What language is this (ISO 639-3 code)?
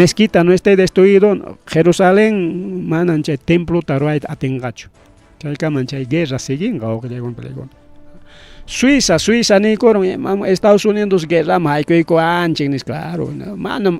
quy